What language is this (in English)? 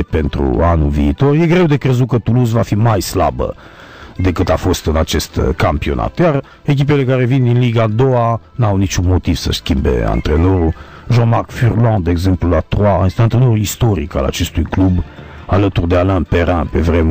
Romanian